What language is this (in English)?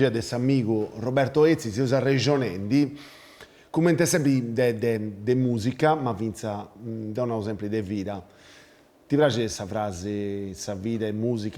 Sardinian